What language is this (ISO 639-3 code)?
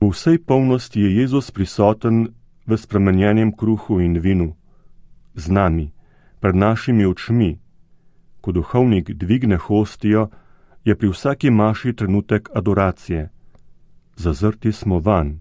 slv